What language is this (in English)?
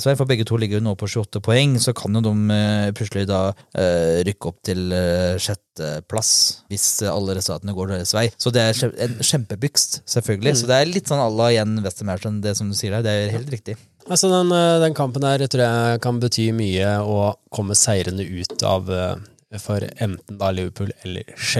Norwegian